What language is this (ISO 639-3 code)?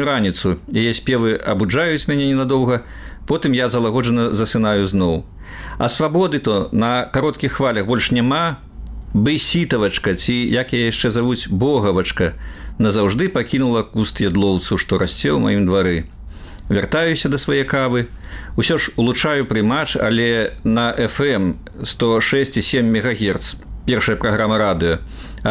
bel